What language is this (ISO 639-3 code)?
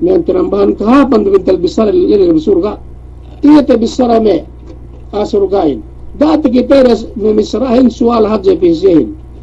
yka